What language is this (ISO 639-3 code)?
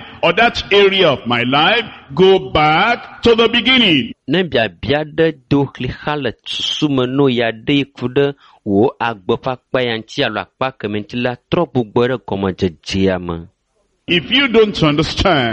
ewe